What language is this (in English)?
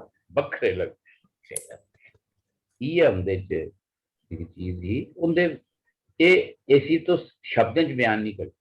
Dogri